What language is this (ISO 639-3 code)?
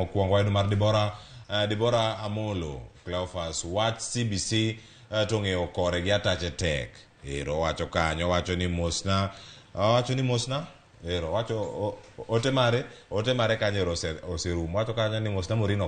luo